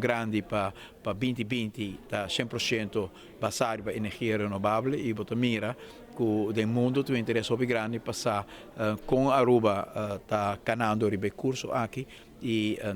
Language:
Papiamento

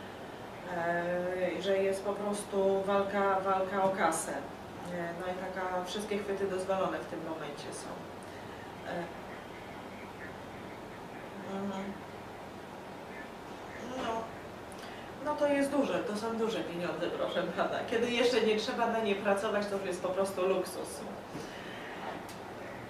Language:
Polish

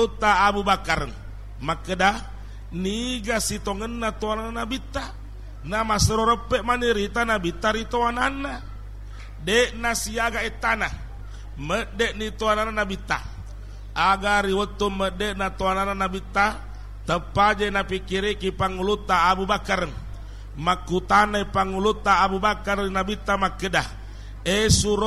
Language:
Buginese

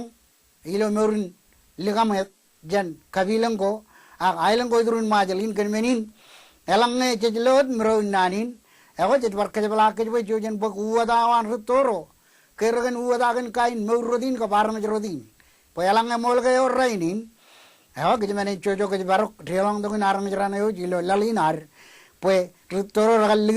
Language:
Marshallese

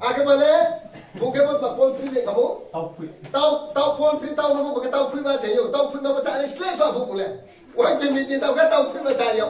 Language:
Riang (India)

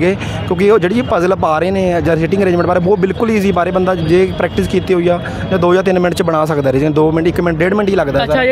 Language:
Punjabi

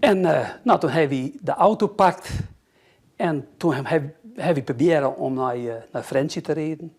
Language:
Western Frisian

